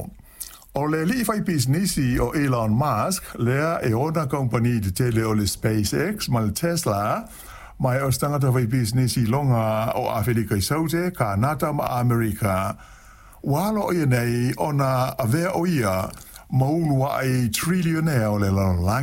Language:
Samoan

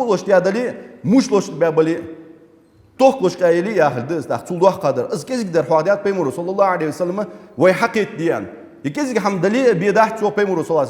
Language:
Ingush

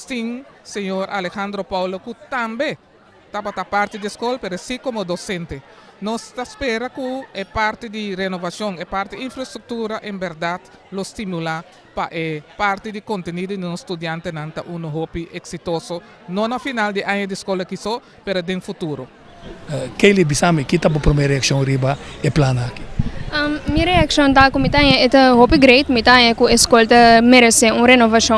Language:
Papiamento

